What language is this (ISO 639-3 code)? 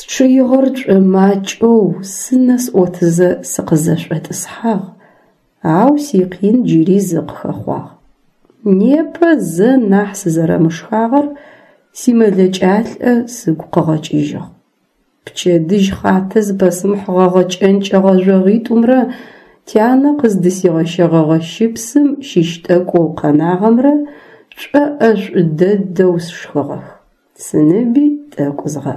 ady